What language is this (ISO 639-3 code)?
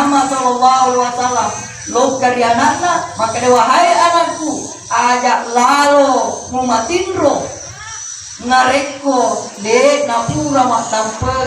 bug